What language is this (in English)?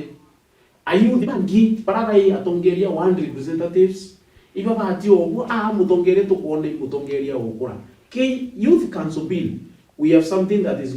Meru